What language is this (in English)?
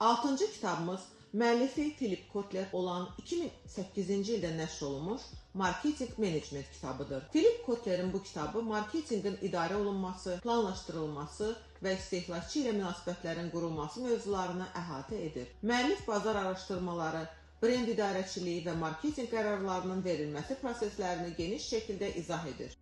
Azerbaijani